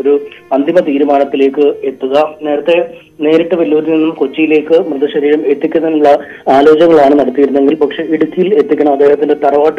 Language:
Malayalam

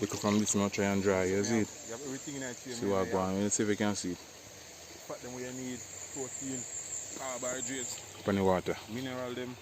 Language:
Jamaican Creole English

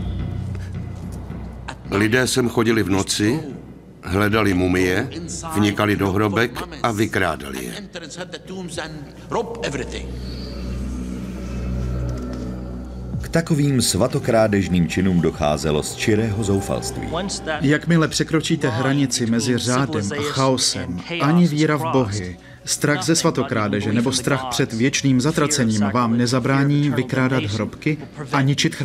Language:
Czech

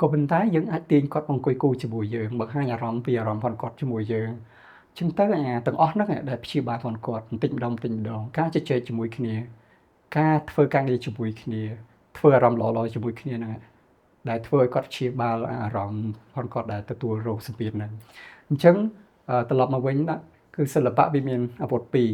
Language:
Khmer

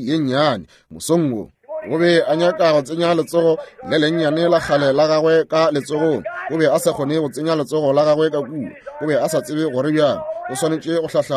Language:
Northern Sotho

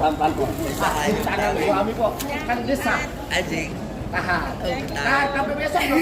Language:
Betawi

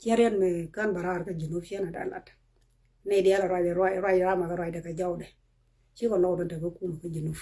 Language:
Nuer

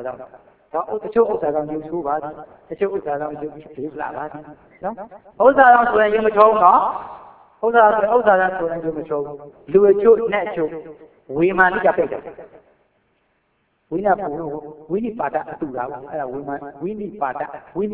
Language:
Burmese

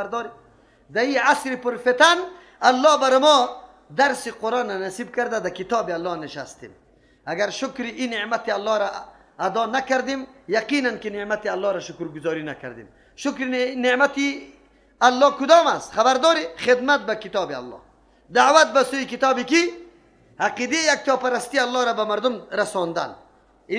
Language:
Persian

